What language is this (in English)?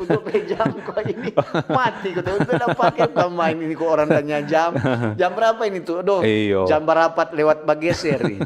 Manado Malay